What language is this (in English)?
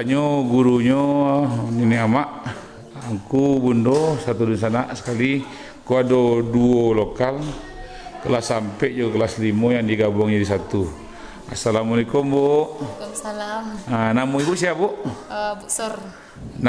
Minangkabau